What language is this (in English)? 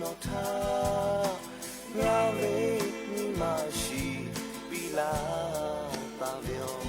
Lahu